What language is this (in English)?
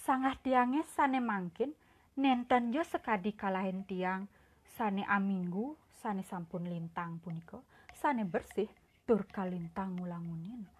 Balinese